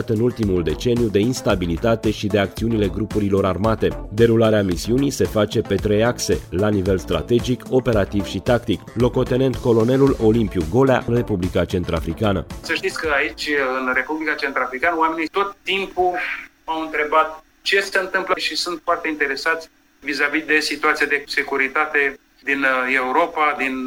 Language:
Romanian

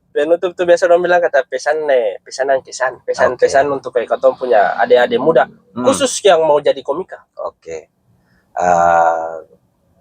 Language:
Ambonese Malay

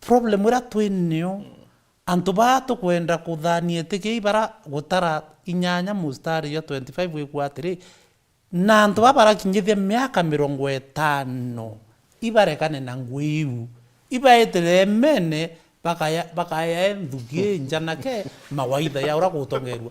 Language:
Meru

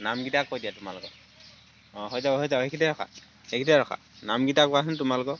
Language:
Assamese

